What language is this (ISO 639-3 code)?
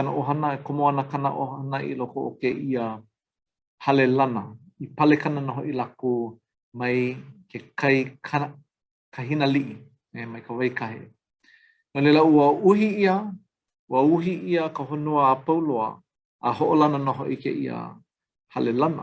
haw